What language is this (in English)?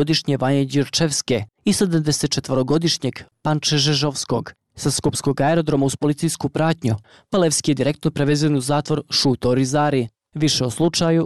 Serbian